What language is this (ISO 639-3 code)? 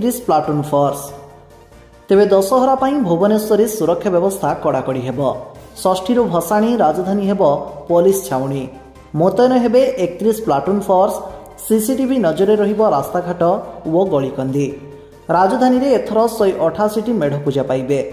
ori